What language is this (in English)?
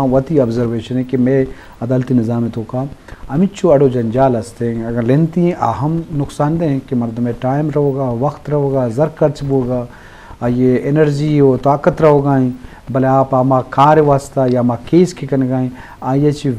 Eastern Balochi